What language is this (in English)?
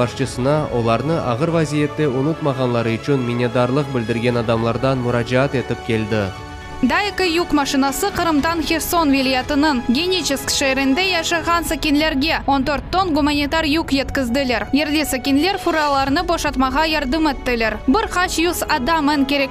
Crimean Tatar